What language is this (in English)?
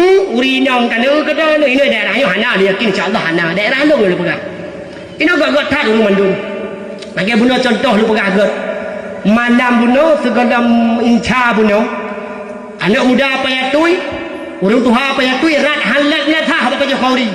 Achinese